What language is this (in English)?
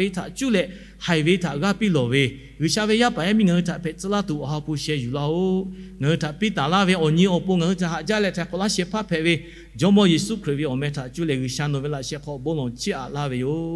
Lahu